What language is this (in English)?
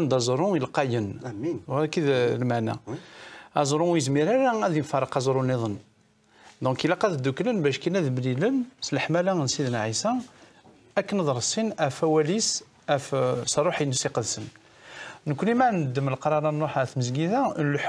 Kabyle